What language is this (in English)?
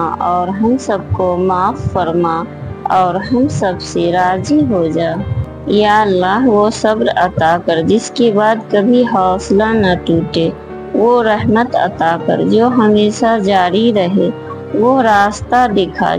Urdu